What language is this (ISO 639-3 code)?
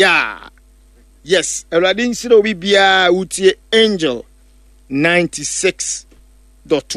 aka